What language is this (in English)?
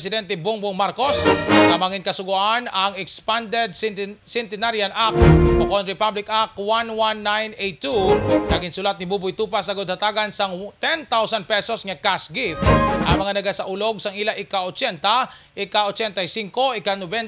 Hiligaynon